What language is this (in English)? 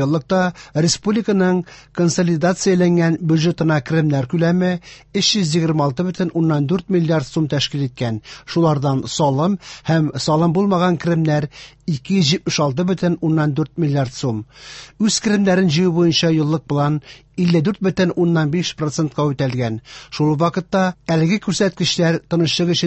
Tatar